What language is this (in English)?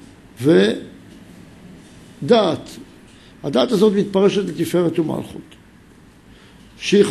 Hebrew